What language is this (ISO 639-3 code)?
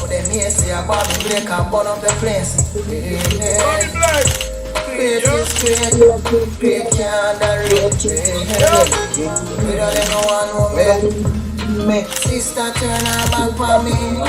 jam